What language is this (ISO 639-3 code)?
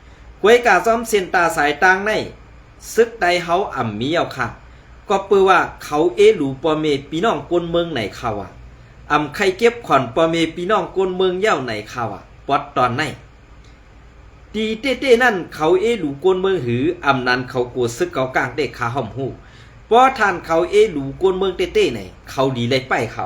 shn